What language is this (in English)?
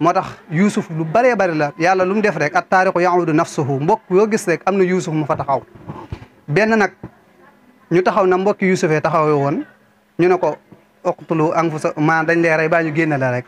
Wolof